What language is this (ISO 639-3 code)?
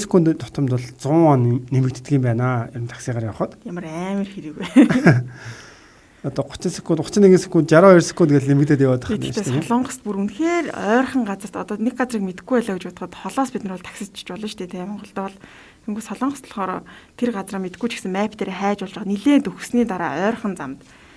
mon